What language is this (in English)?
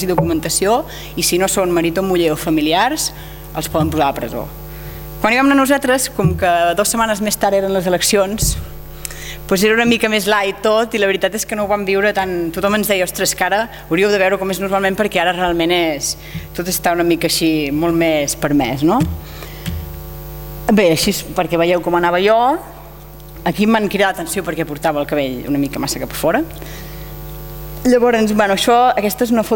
Catalan